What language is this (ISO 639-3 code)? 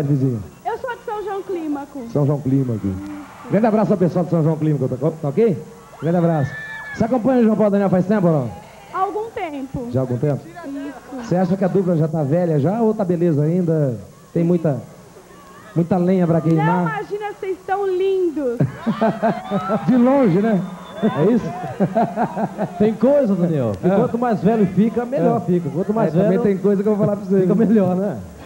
por